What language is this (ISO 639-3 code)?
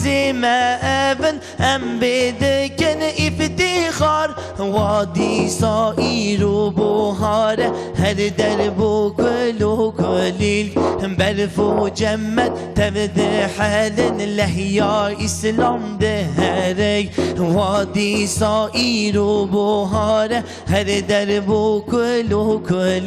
kur